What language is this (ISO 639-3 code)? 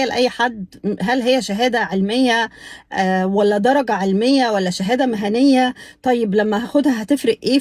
arz